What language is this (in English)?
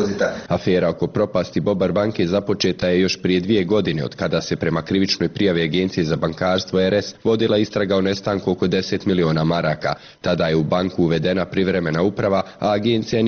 Bosnian